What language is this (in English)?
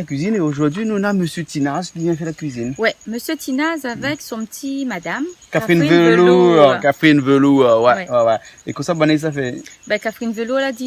Réunion Creole French